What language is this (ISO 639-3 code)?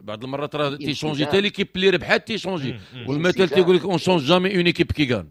ary